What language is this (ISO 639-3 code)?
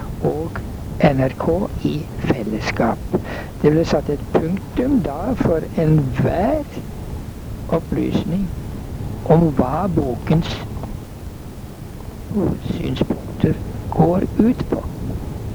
nor